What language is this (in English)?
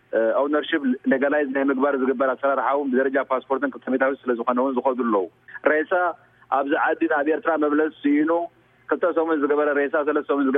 Tigrinya